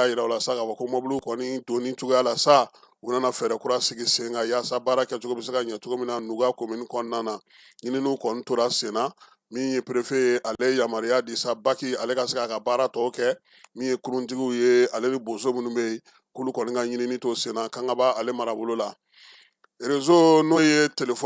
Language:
Bambara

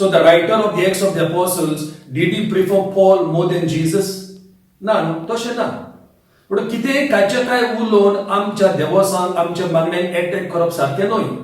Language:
Konkani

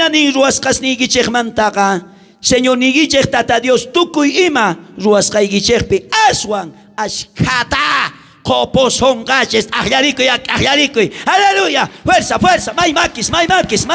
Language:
South Bolivian Quechua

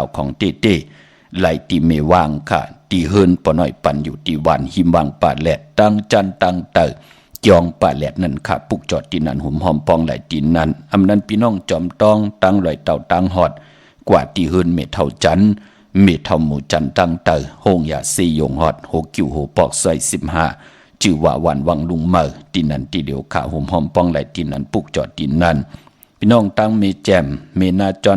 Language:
Shan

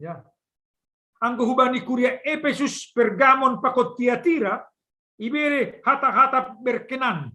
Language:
Batak Simalungun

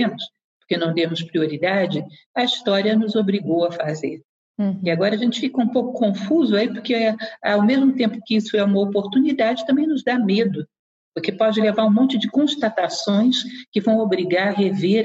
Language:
Portuguese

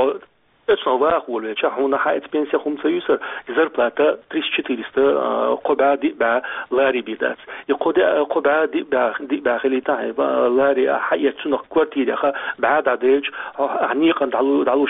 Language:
Chechen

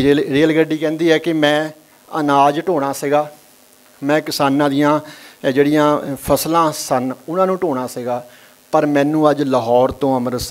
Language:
Punjabi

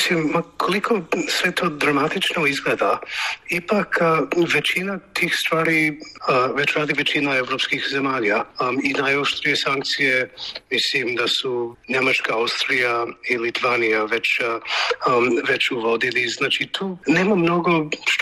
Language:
Bosnian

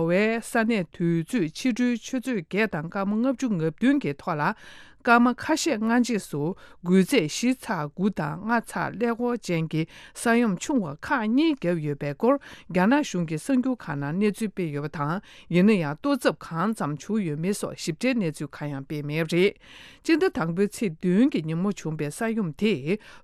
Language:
Tibetan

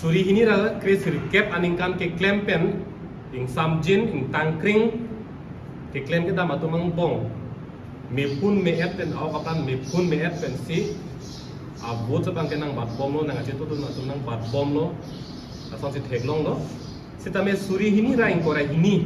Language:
Karbi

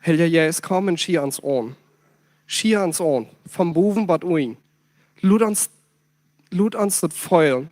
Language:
Plautdietsch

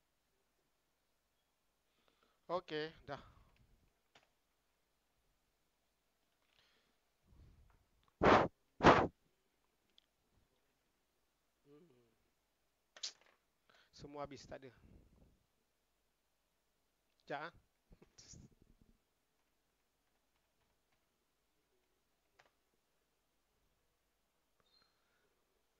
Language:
Malay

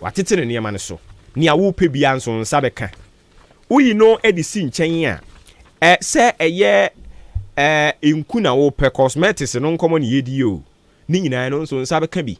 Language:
Akan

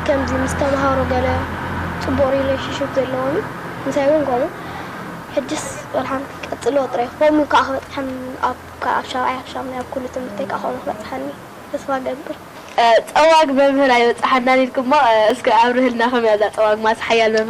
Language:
Tigrinya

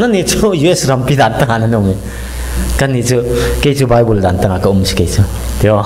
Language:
Falam Chin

